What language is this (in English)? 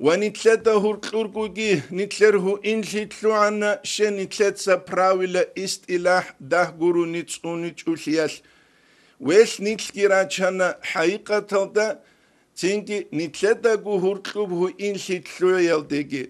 Avaric